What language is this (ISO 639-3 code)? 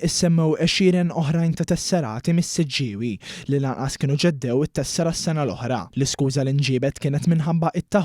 mlt